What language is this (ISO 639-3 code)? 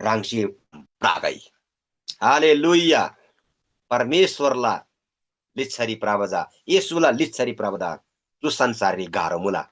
taj